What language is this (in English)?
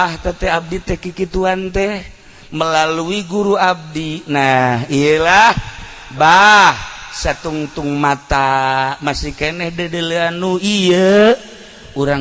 Sundanese